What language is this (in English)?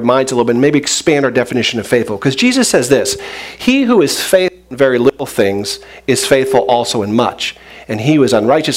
English